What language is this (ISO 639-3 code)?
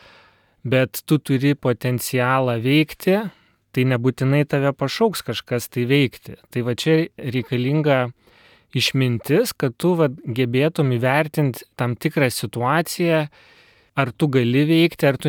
lit